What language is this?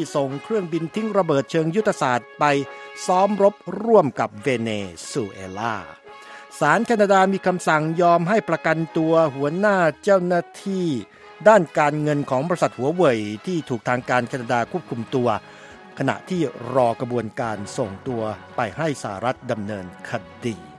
Thai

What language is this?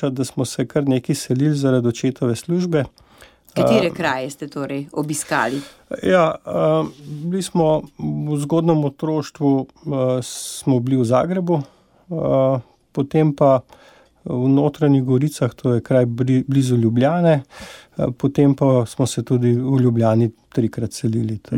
Slovenian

